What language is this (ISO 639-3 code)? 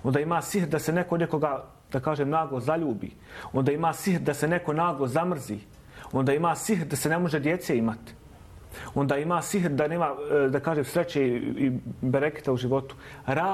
bos